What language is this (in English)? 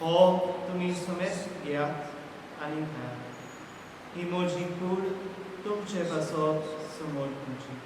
Konkani